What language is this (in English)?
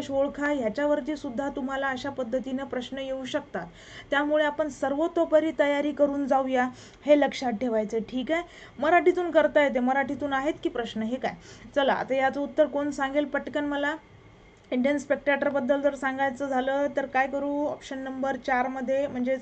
Marathi